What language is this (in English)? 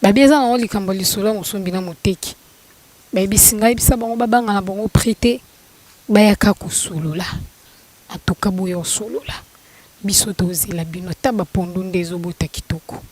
Lingala